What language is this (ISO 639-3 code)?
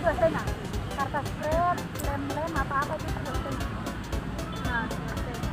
abs